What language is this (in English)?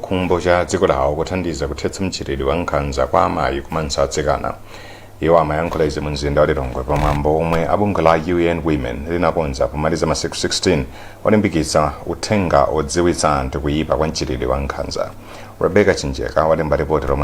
Nyanja